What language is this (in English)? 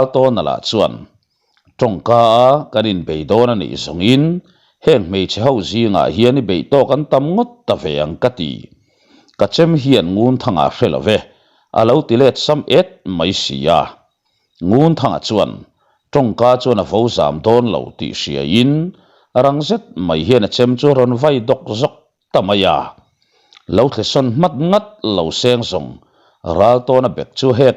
Mizo